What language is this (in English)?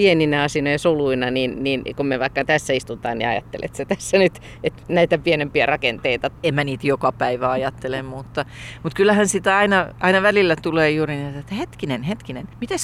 Finnish